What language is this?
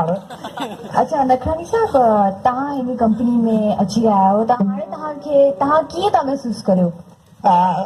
Sindhi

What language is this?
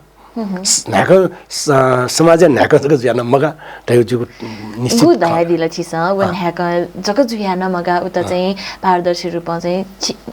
Newari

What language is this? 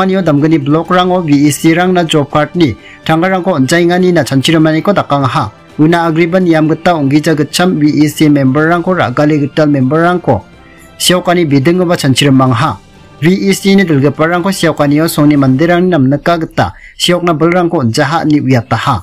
Garo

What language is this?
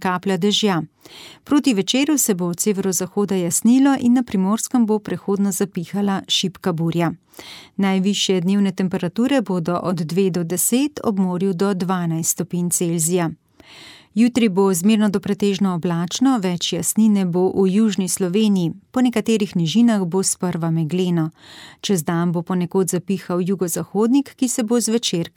Slovenian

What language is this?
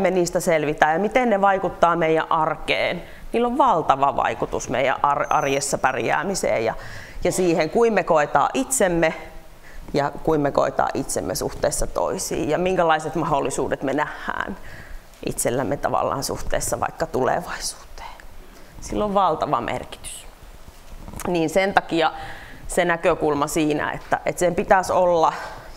Finnish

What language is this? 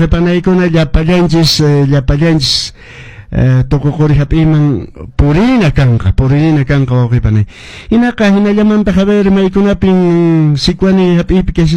Quechua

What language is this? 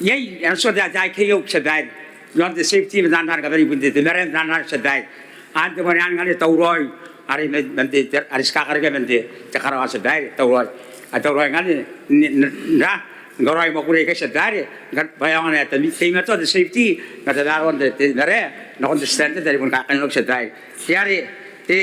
Gilbertese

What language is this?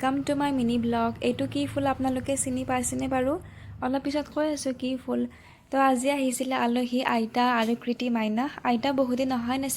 Assamese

